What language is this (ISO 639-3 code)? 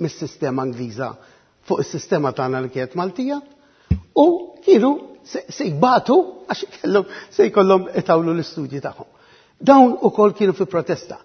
mlt